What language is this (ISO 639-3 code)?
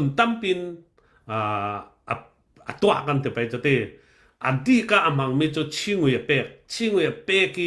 cfm